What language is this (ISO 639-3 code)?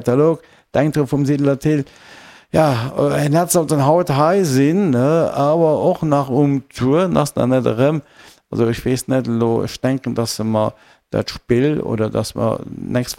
ltz